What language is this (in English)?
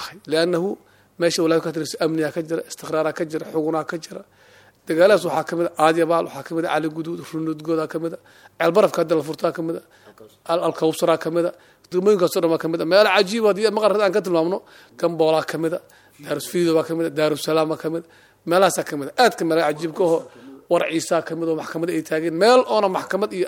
Somali